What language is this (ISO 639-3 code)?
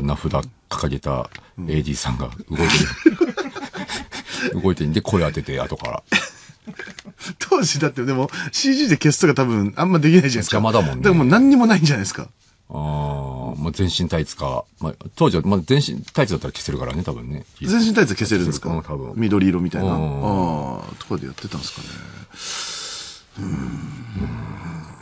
jpn